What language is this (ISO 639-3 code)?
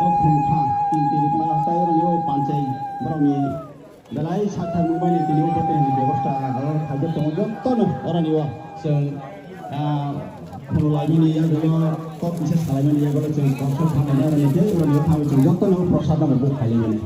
trp